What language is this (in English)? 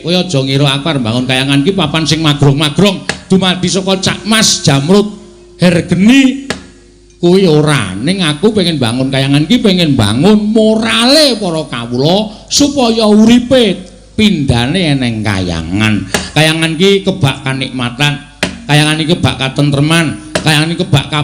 Javanese